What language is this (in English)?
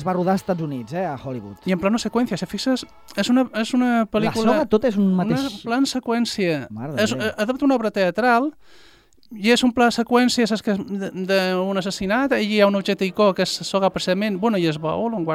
Catalan